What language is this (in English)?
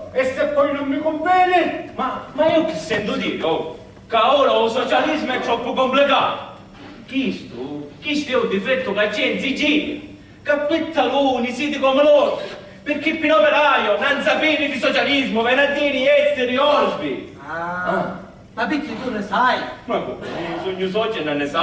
Sicilian